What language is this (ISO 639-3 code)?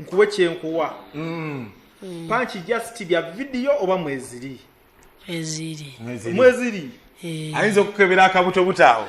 lug